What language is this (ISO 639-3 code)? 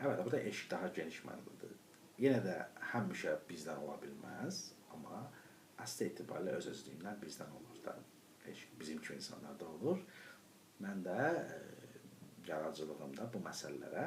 aze